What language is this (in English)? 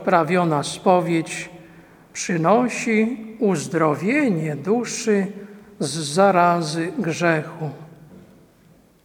Polish